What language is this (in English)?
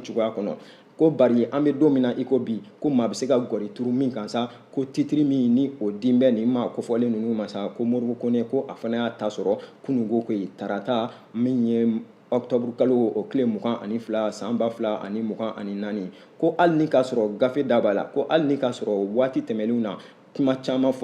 Bambara